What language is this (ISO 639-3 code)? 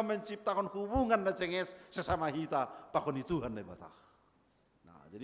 bts